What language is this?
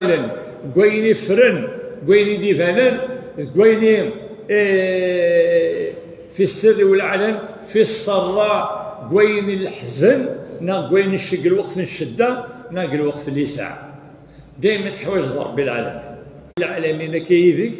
Kabyle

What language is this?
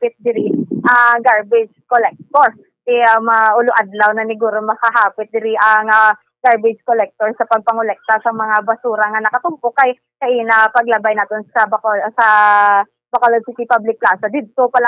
Hiligaynon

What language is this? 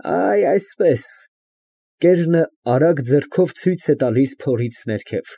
Armenian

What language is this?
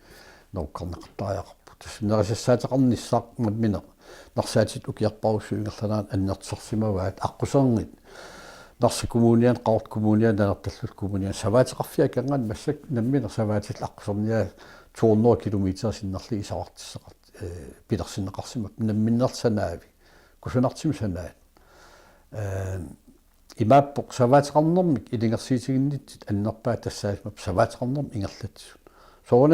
Kalaallisut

